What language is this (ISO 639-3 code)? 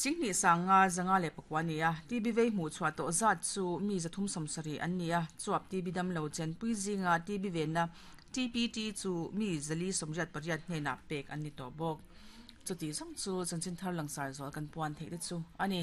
lus